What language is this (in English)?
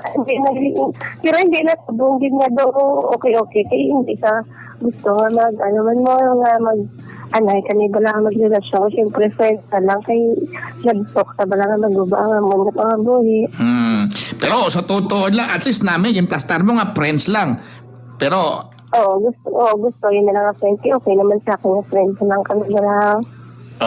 Hiligaynon